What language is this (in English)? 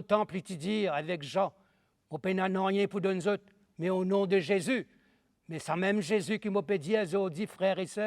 Morisyen